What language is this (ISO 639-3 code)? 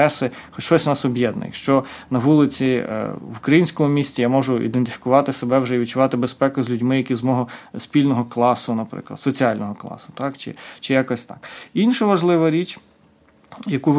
ukr